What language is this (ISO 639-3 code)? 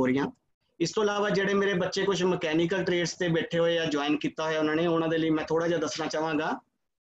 pan